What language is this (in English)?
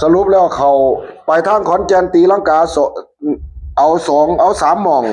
Northeastern Thai